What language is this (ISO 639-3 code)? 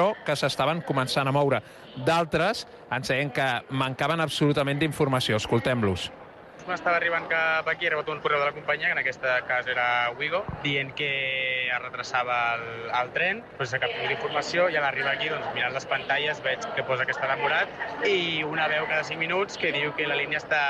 cat